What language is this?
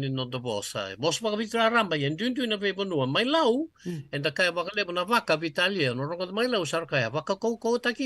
Fijian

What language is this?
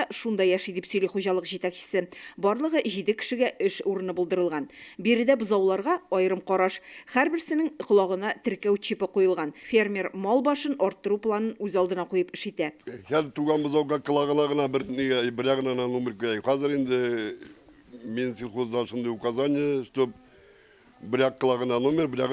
Tatar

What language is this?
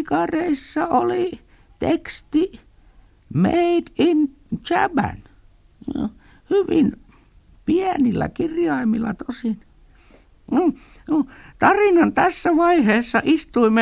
Finnish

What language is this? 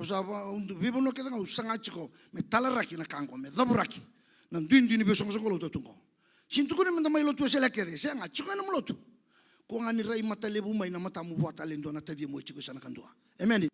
Fijian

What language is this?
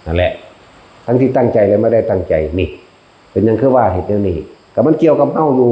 Northeastern Thai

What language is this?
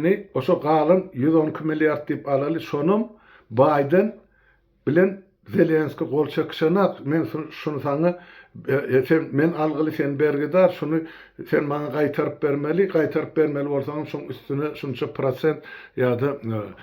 Turkmen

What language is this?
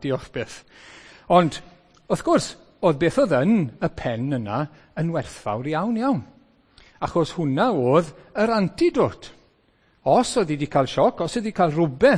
Welsh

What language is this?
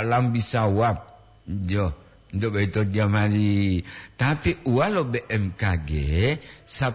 Gorontalo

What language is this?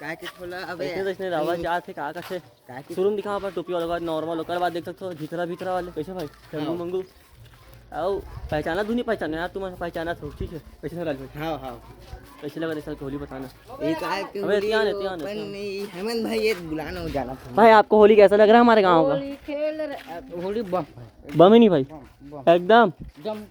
Chhattisgarhi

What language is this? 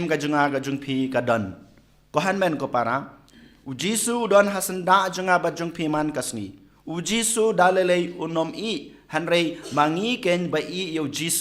Khasi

